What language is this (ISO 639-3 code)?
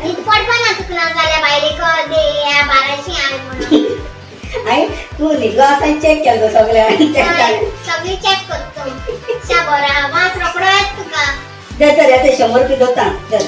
kok